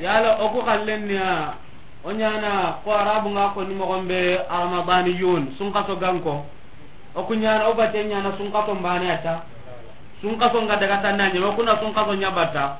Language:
Soninke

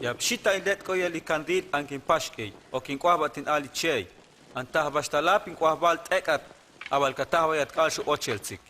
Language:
Huastec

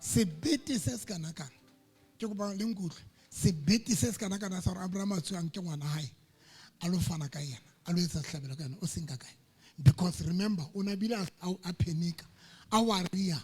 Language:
Southern Sotho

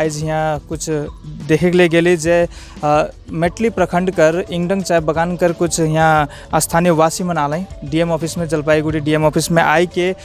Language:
Sadri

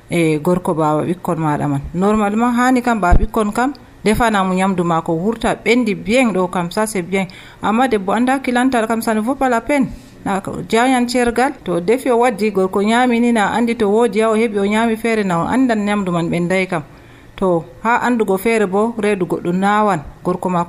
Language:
Nigerian Fulfulde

